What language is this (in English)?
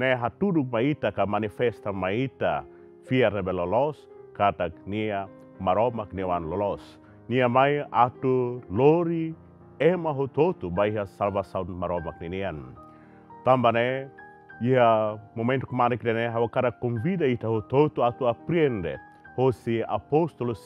Tetum